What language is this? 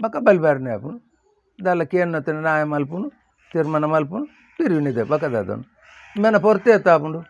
Tulu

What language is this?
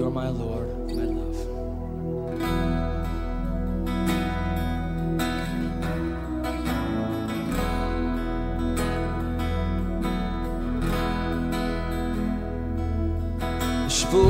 Estonian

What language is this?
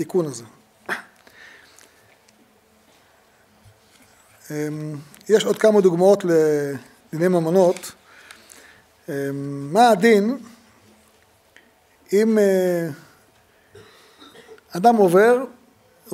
Hebrew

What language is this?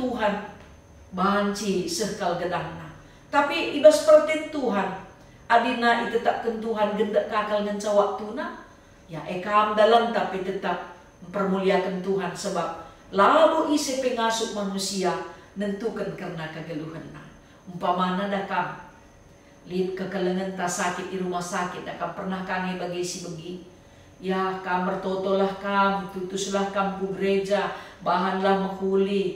Batak Karo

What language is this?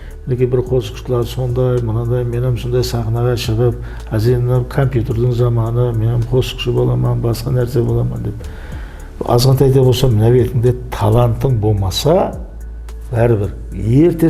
Kara-Kalpak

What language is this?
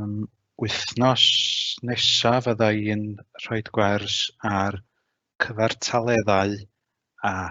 Welsh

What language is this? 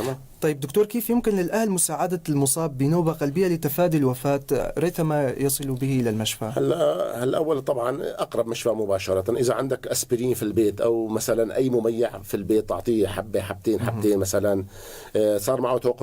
North Levantine Arabic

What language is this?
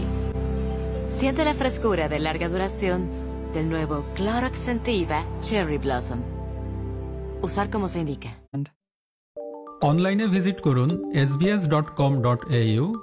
Bangla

